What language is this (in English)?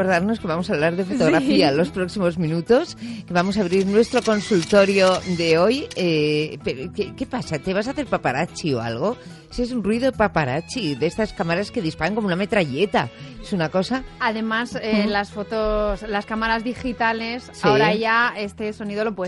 Spanish